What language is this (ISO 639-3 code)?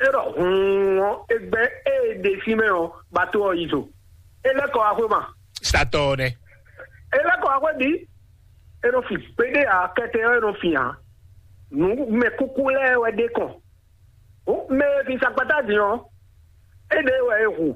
fon